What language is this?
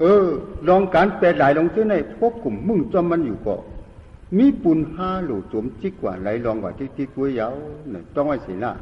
Shan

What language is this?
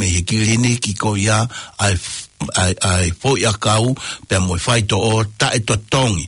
Tongan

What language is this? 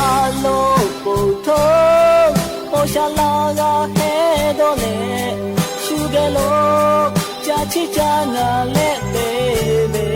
Lahu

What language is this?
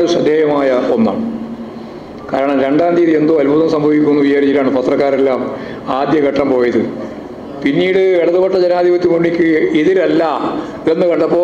Malayalam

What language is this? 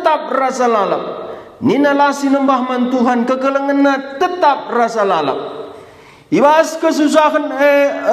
Batak Karo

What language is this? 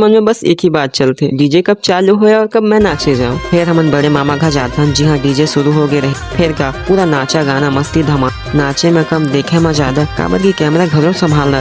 Chhattisgarhi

